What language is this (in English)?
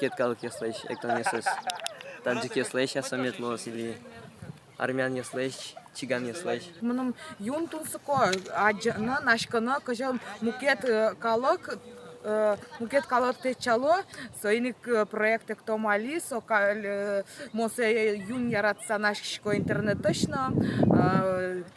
Udmurt